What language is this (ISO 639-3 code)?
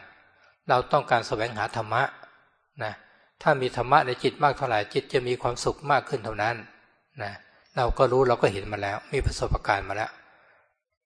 tha